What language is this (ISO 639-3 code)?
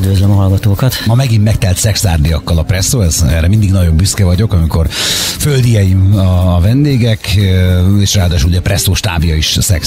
hun